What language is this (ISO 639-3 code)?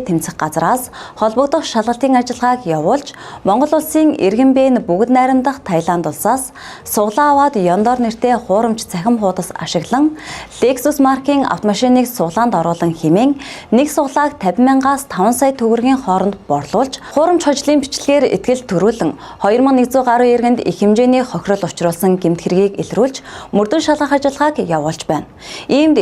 mon